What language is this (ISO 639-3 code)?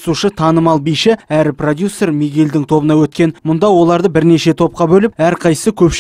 kaz